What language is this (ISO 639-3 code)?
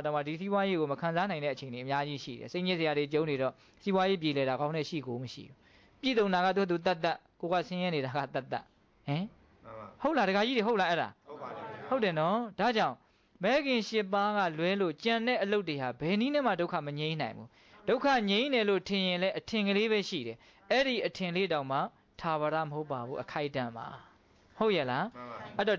mya